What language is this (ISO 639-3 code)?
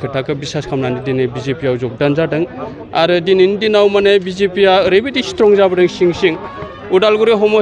brx